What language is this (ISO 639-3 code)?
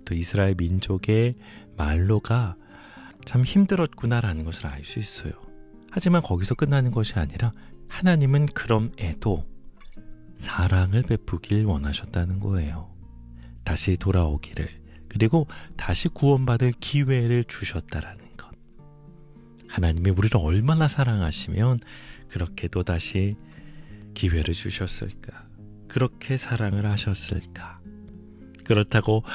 kor